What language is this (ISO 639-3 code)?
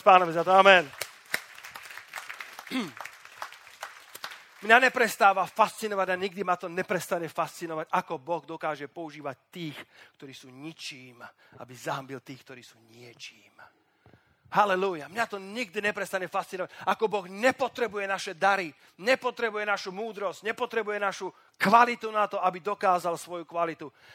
slk